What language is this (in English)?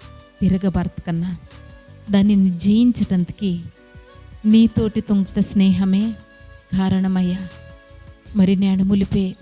Koya